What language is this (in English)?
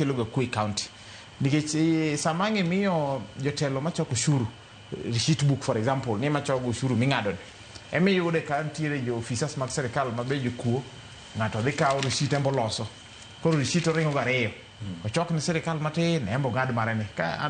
Luo (Kenya and Tanzania)